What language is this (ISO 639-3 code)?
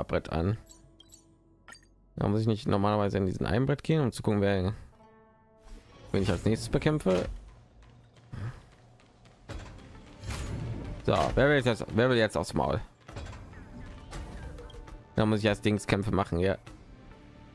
deu